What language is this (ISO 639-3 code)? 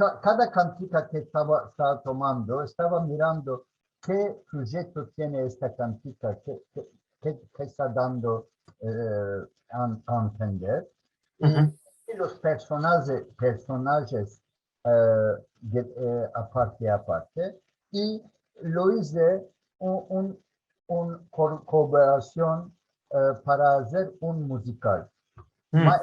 lad